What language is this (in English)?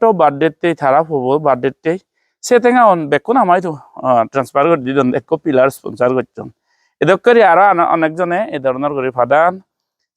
Chakma